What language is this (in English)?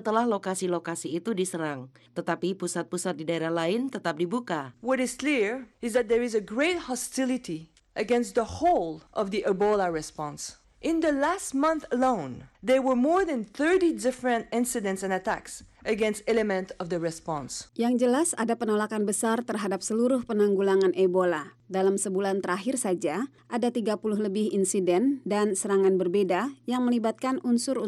Indonesian